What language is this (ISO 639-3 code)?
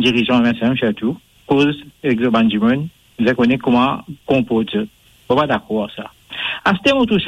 mfe